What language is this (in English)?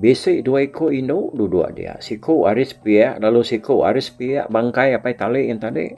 Iban